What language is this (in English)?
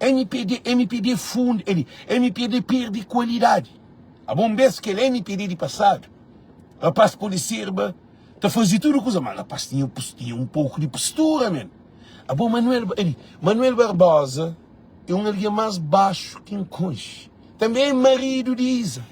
Kabuverdianu